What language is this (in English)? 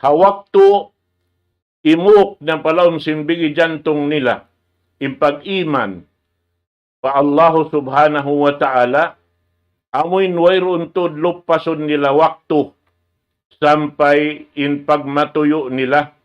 Tausug